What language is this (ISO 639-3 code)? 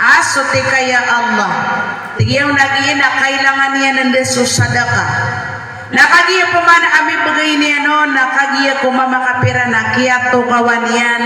mrw